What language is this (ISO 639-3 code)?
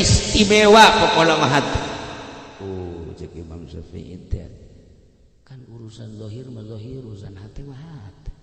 sun